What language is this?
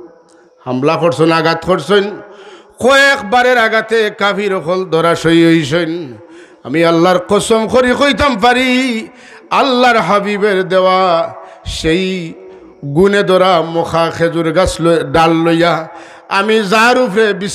Sylheti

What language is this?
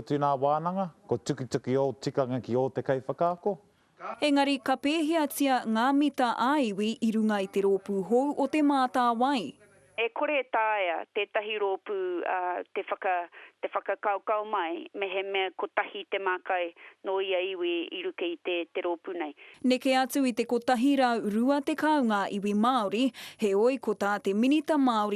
Māori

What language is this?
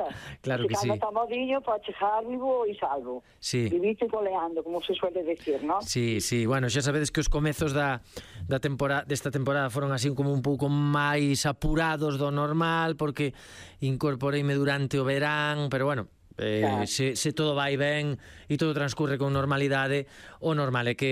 Galician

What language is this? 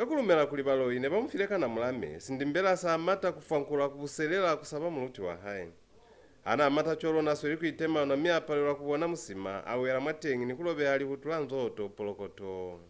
Lozi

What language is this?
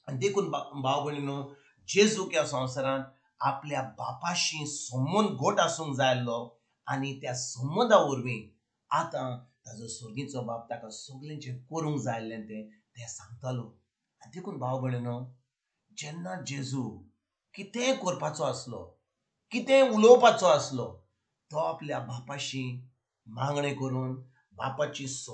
Konkani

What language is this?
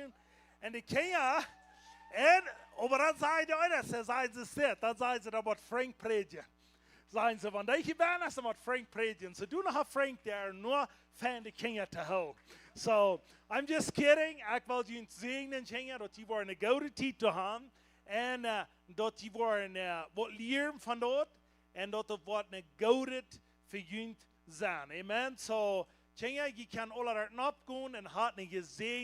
Plautdietsch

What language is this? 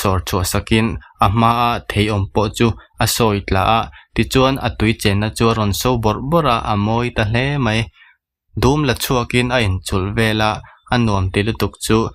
Mizo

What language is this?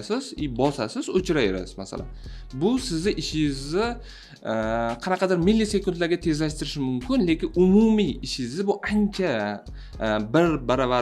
Uzbek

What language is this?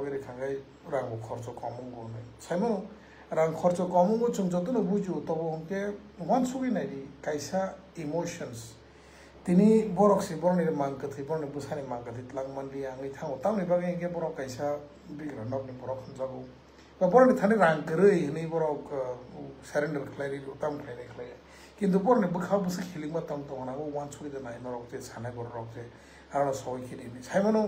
Riang (India)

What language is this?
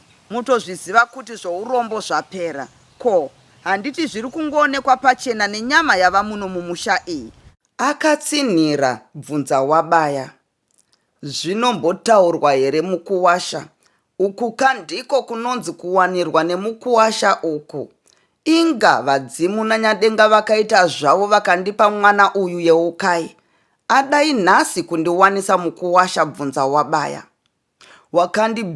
Shona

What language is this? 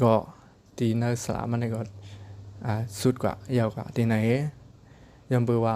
Shan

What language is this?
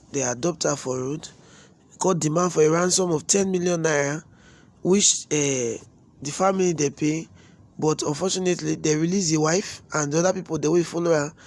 Nigerian Pidgin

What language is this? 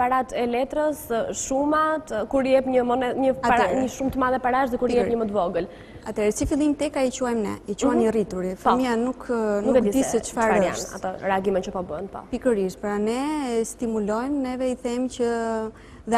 Albanian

